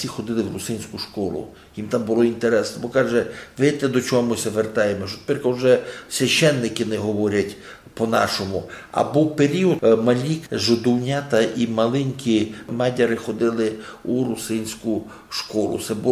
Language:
Rusyn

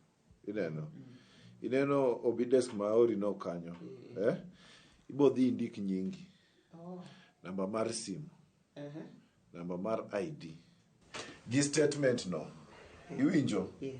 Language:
Luo (Kenya and Tanzania)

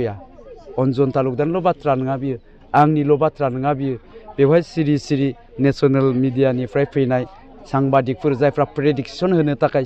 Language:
Bodo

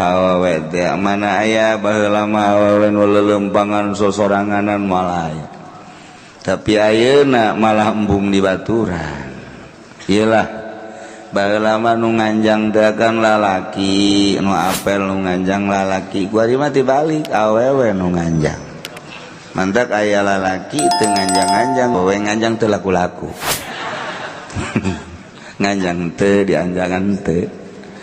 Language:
Sundanese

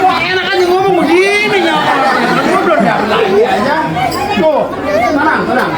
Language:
Betawi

